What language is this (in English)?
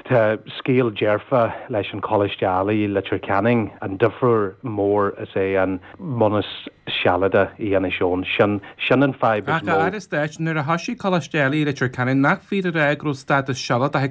Irish